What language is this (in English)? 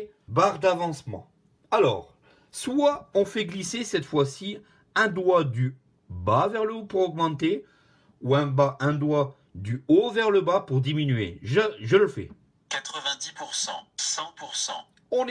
French